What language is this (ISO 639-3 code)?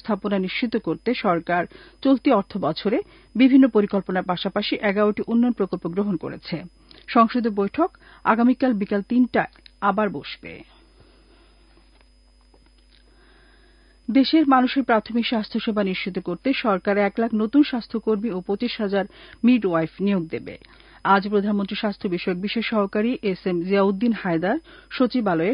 ben